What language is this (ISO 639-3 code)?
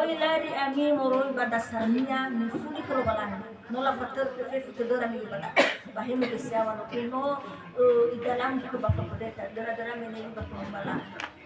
nia